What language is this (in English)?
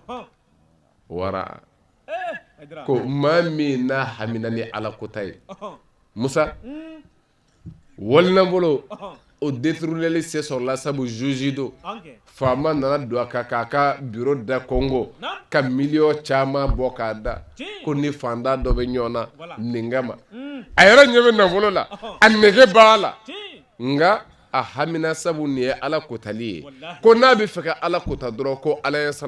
Bambara